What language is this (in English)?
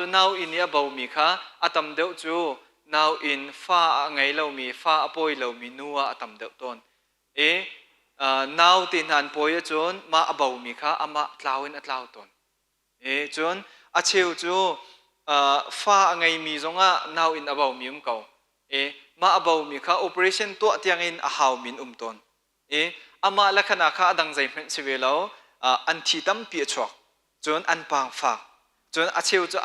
Hakha Chin